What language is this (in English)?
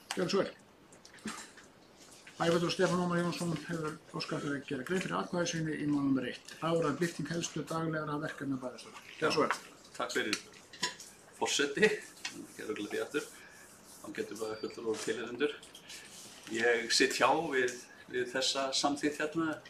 Icelandic